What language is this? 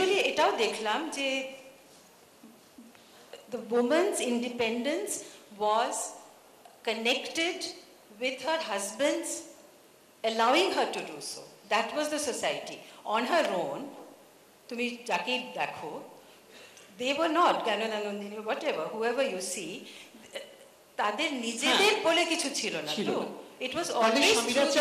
Bangla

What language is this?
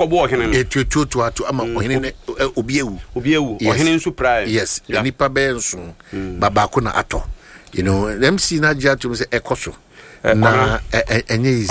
Akan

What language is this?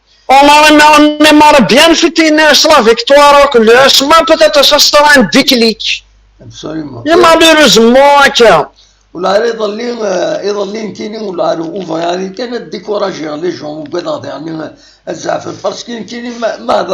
Kabyle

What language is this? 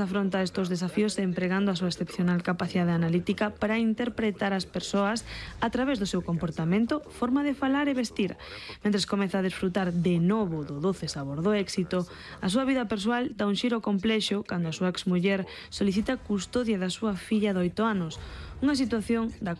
Galician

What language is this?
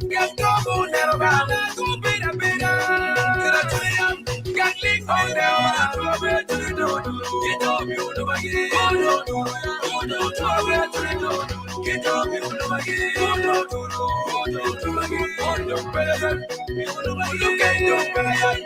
Acoli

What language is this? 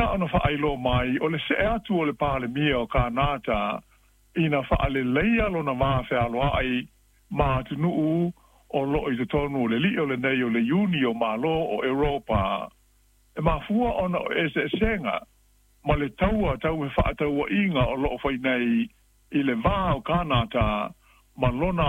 Samoan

